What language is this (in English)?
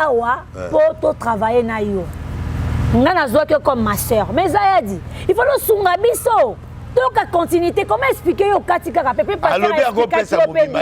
Lingala